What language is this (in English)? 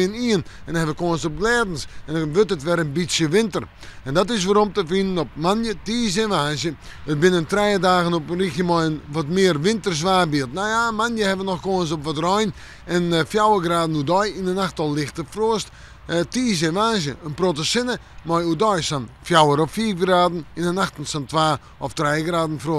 Western Frisian